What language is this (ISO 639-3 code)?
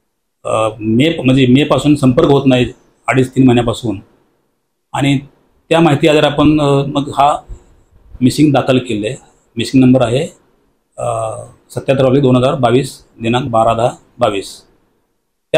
mar